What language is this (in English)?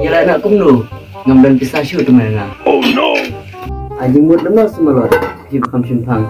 Khasi